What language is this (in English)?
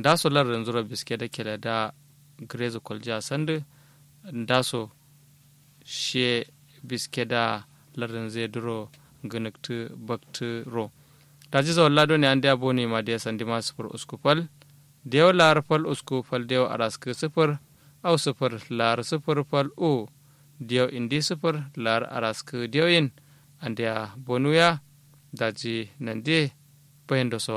Kanuri